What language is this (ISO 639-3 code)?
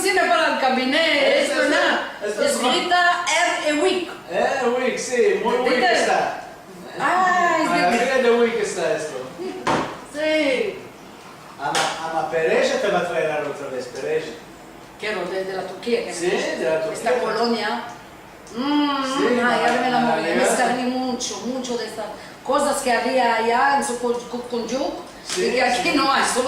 lad